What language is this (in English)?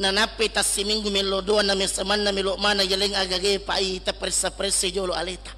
Buginese